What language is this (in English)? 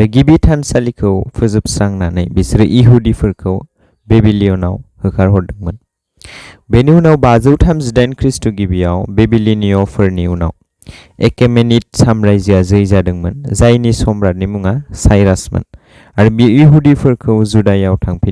Bodo